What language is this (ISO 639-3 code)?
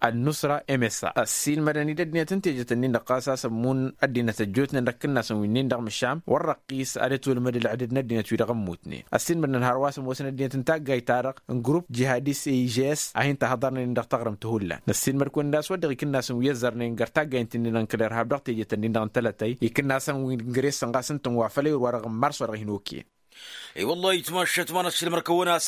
taq